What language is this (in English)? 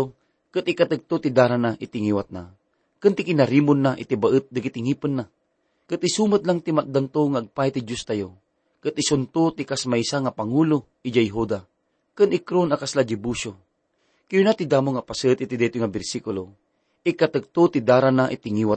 Iloko